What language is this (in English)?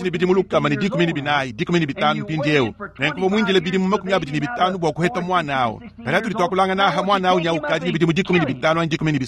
Luba-Lulua